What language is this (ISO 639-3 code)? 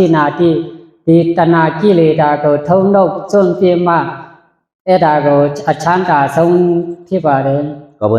shn